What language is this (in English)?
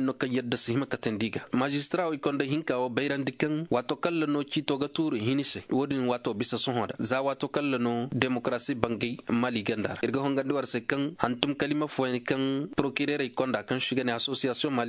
Koyraboro Senni